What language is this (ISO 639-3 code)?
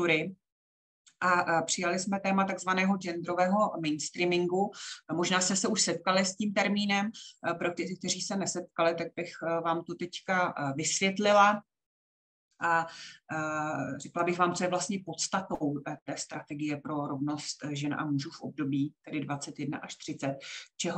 ces